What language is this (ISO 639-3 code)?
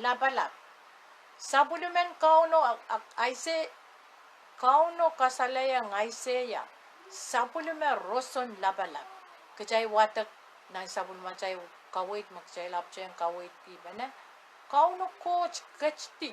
pon